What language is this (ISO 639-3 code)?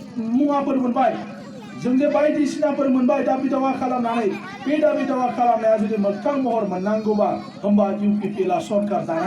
brx